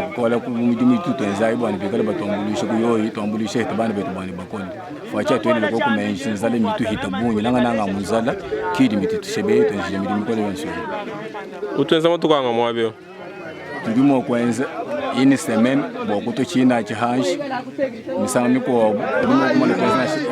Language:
Luba-Lulua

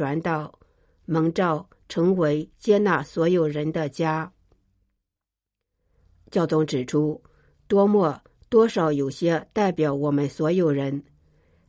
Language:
Chinese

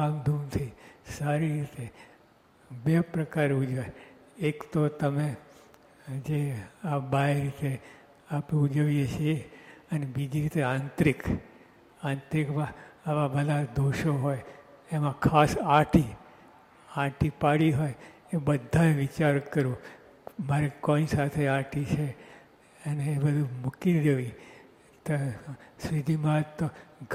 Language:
Gujarati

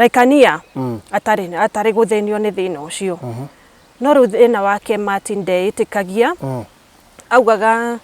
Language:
Kikuyu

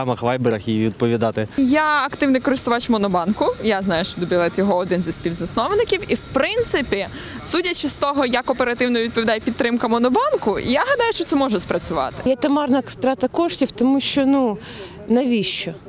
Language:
Ukrainian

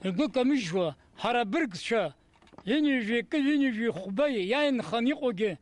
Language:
Abkhazian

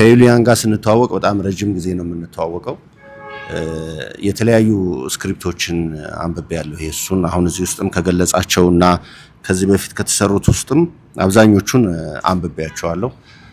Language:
Amharic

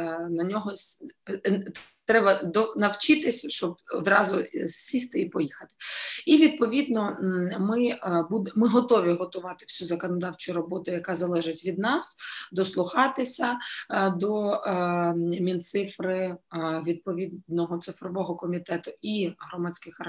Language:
Ukrainian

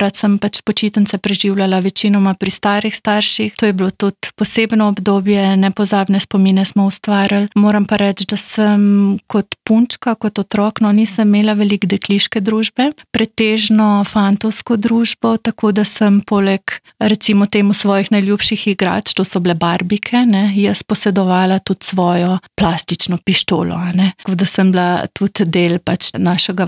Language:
Slovenian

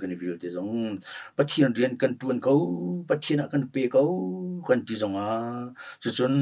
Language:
Hakha Chin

